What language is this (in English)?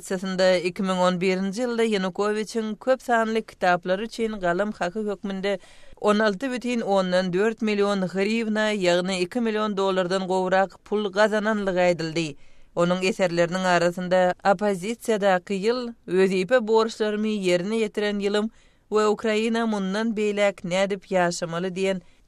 Turkmen